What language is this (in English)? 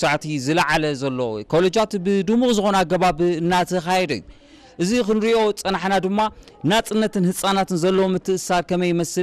Tigrinya